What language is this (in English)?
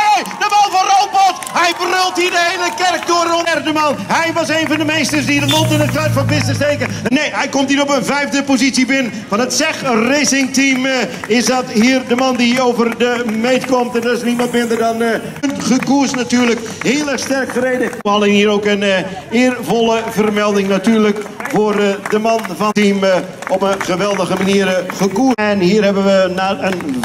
Dutch